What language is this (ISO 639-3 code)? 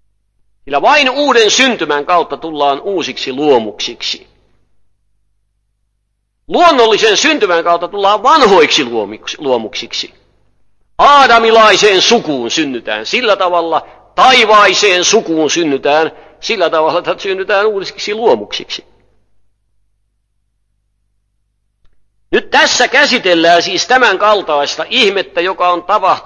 fin